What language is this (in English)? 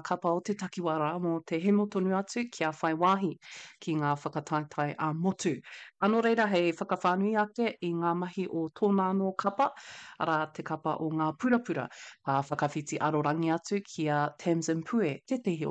Māori